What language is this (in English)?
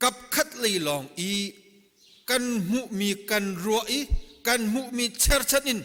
Hakha Chin